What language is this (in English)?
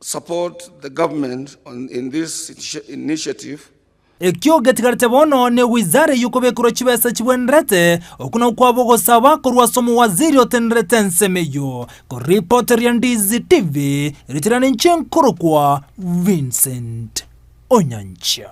Gusii